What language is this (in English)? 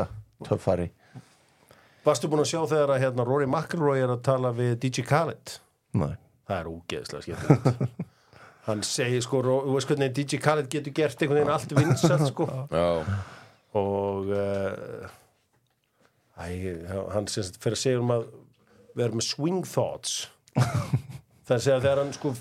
Icelandic